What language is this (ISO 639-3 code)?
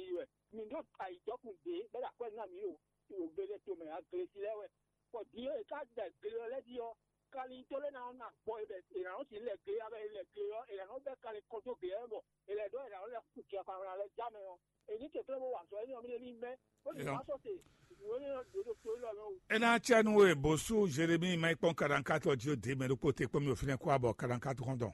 fon